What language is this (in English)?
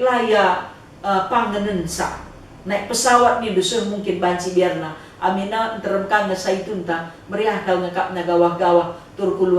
Batak Karo